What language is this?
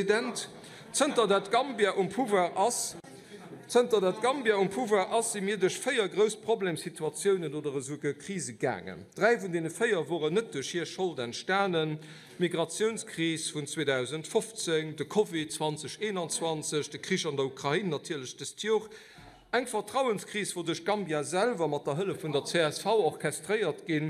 Luxembourgish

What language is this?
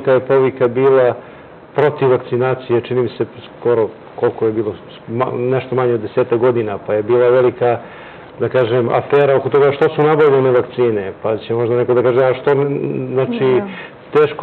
Serbian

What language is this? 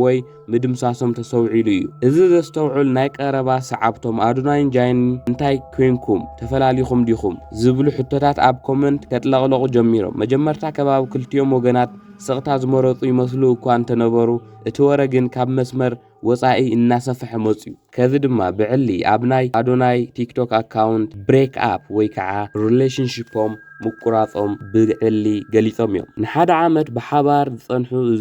Tigrinya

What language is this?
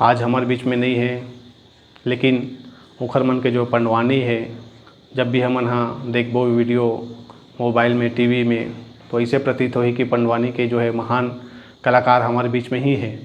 Chhattisgarhi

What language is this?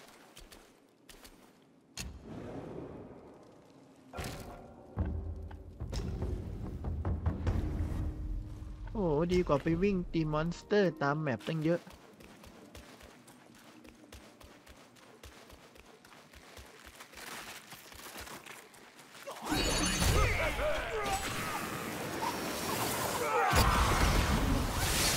Thai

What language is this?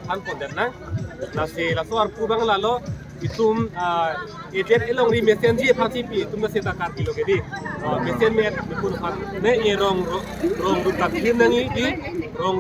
Karbi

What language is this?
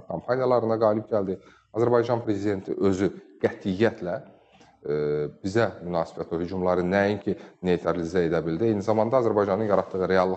Azerbaijani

